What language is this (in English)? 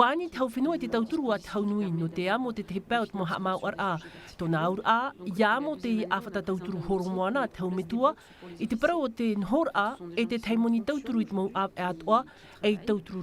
Tahitian